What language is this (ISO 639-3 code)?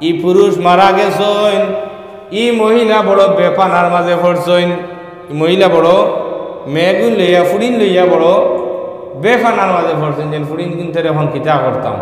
syl